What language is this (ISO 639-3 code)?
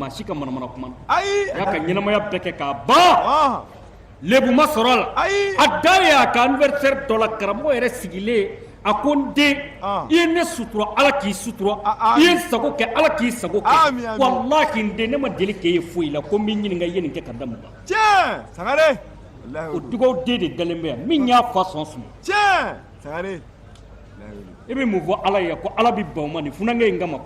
bam